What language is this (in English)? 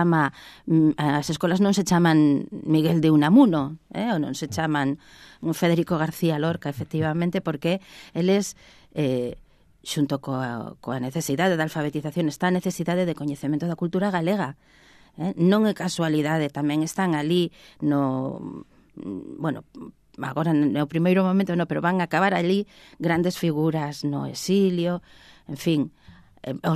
Galician